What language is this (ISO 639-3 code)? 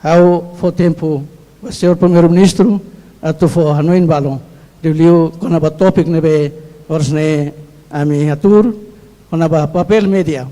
tet